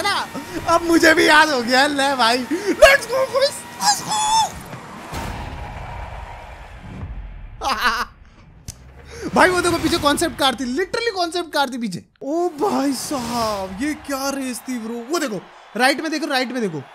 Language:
Hindi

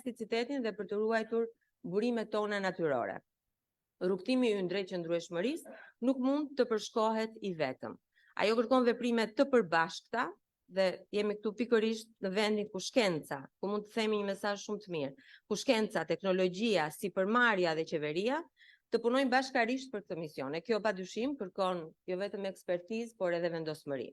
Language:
Albanian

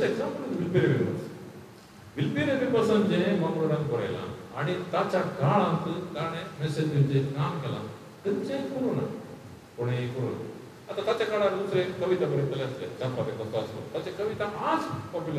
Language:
Konkani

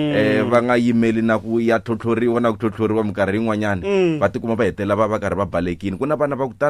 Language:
Tsonga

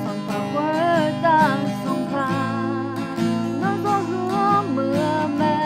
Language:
Akha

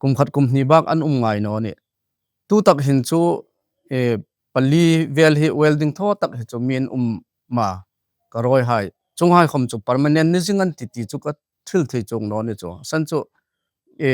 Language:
Hmar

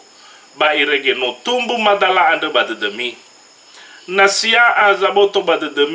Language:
Nias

